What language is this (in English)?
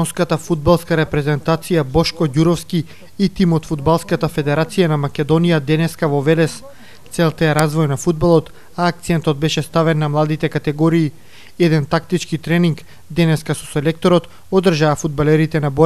Macedonian